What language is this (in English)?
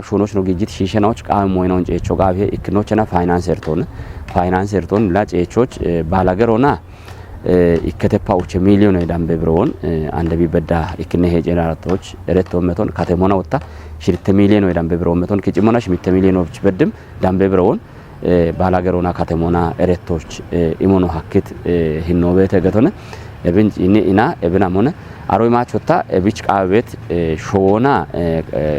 Kafa